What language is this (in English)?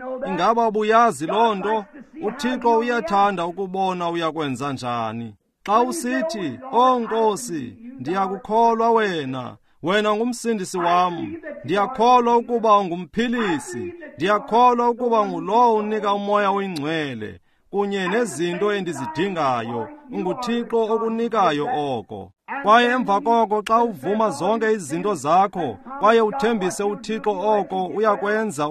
Xhosa